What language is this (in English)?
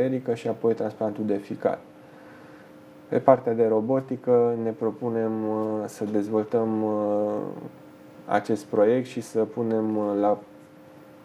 Romanian